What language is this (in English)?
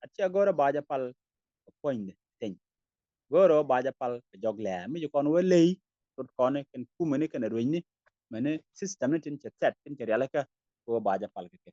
Nuer